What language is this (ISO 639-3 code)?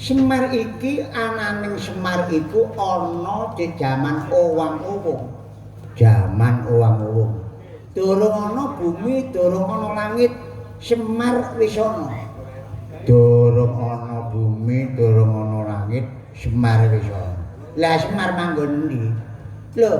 jav